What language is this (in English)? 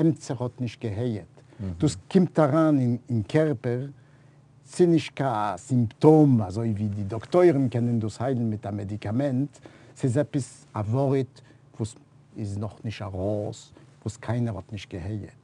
Yiddish